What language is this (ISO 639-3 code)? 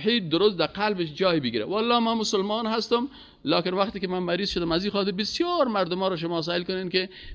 fas